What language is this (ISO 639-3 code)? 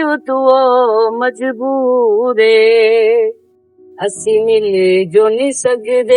lah